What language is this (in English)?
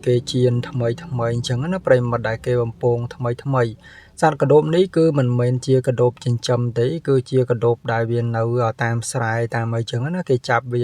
Khmer